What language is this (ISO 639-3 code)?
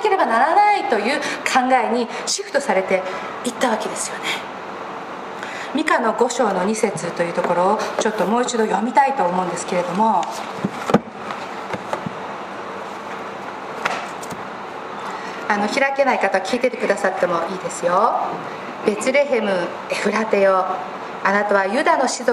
jpn